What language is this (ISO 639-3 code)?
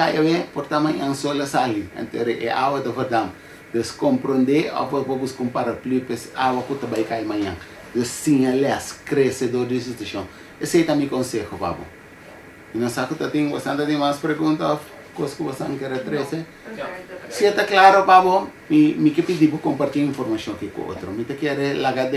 pap